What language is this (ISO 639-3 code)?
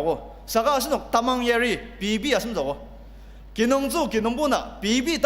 njo